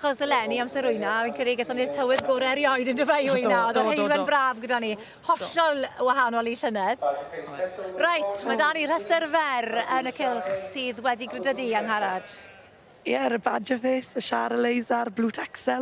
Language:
Welsh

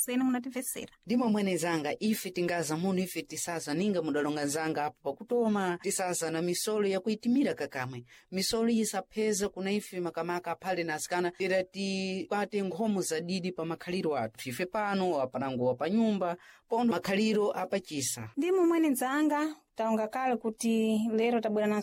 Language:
Sena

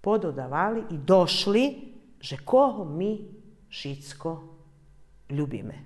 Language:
Rusyn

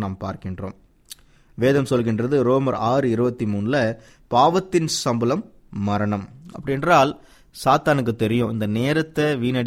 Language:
Tamil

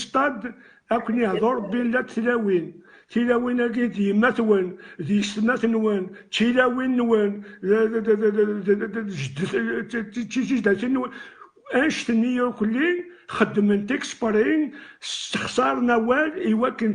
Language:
Kabyle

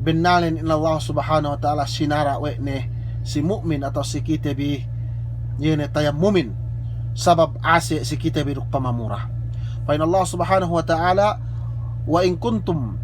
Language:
Yakan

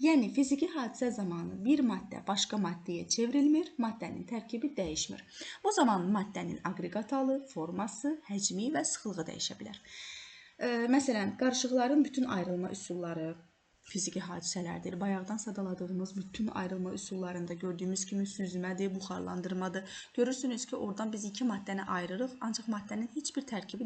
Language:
Azerbaijani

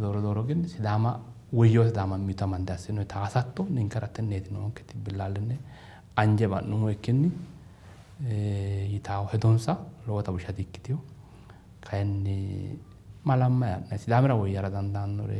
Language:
Sidamo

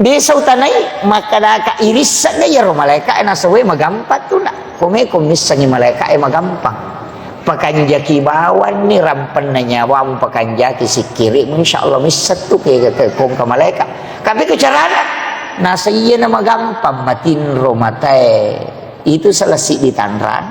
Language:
Buginese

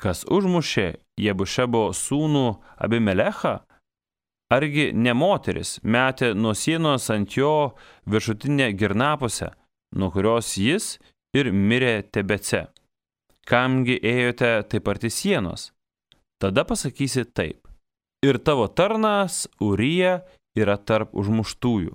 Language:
Lithuanian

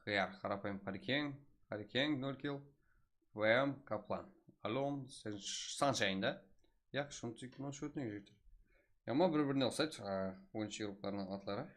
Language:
Kara-Kalpak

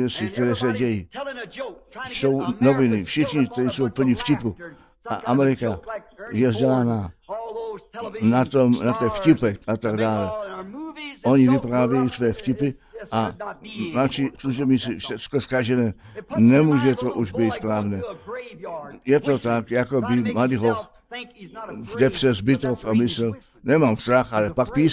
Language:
Czech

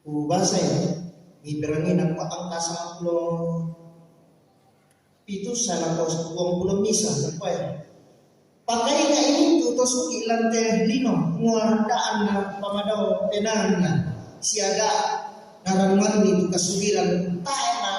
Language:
Toraja-Sa'dan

